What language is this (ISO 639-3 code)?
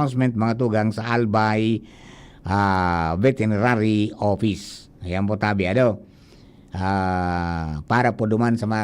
bik